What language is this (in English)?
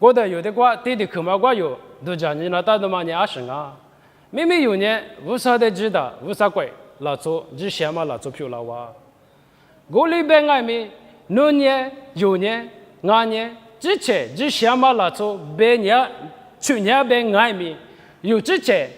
Lisu